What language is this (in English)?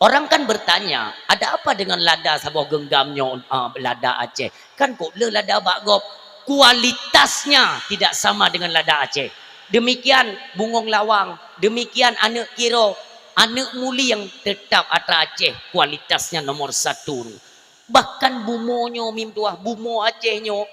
Achinese